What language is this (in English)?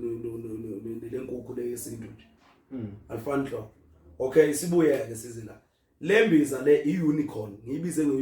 Zulu